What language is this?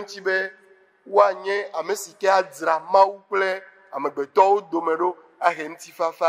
Ewe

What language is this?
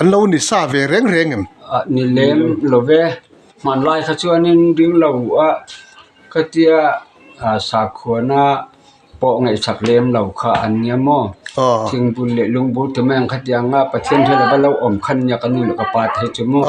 Mizo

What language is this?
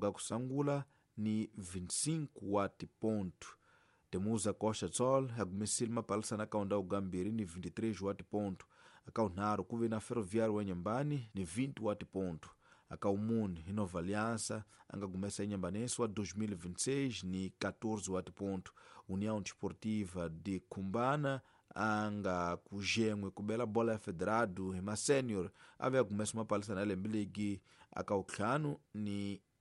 Tsonga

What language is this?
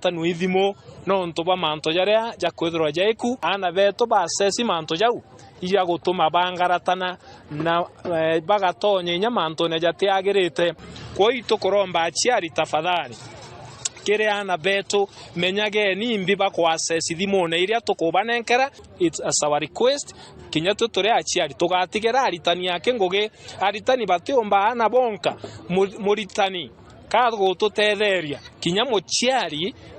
Meru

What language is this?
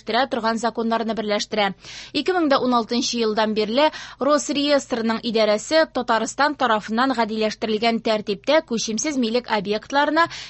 Tatar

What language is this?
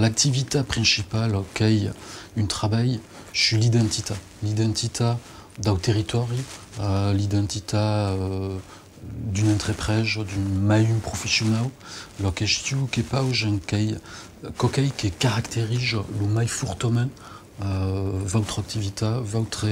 Occitan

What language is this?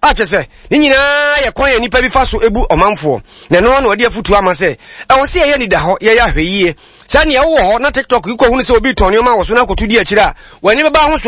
Akan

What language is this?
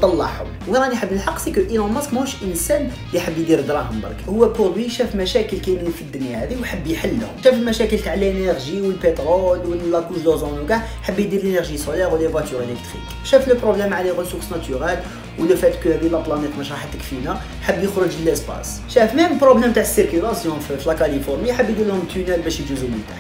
Algerian Arabic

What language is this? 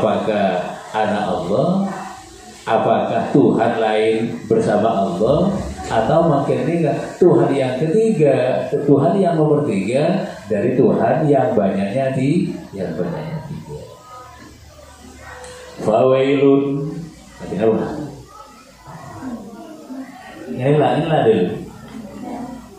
Indonesian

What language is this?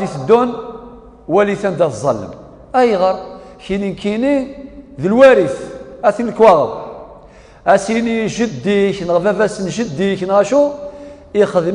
Kabyle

